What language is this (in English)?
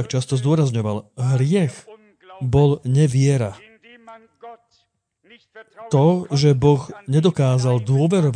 Slovak